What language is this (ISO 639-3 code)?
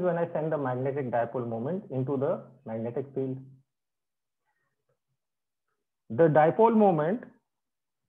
eng